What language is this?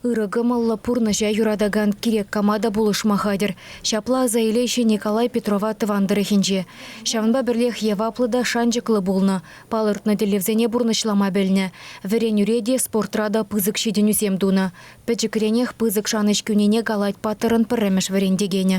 Chuvash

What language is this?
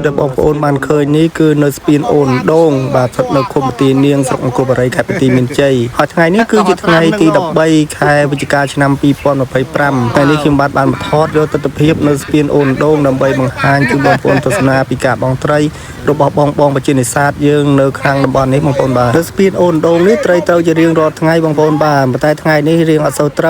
Khmer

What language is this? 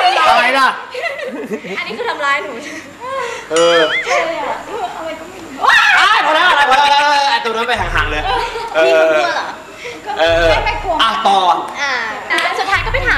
Thai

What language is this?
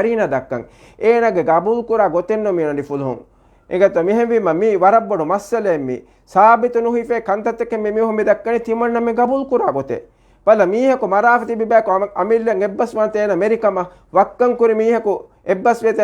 Divehi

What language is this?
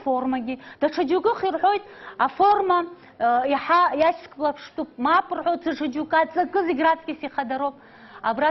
Abkhazian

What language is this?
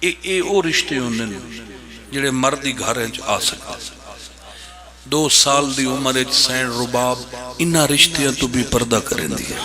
Pahari-Potwari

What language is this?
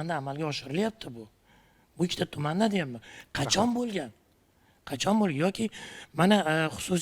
Uzbek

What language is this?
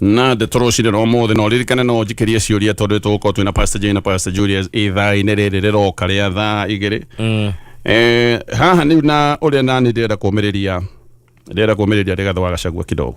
Kikuyu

